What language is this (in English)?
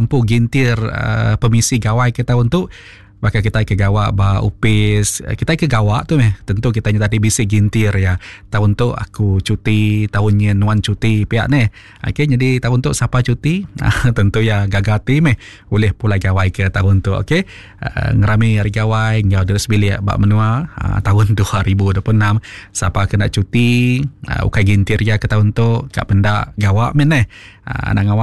Iban